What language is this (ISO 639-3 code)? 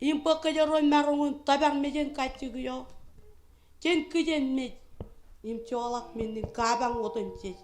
mah